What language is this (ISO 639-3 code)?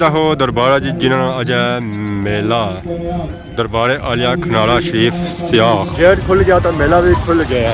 phr